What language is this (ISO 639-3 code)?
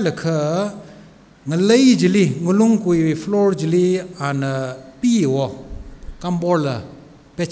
nmf